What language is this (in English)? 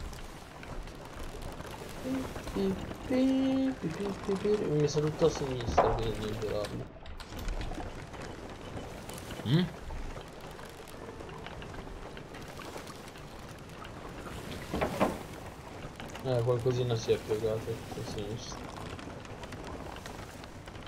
Italian